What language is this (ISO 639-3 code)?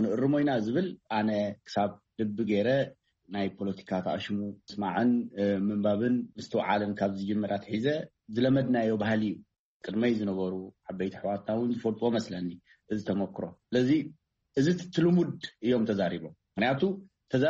tir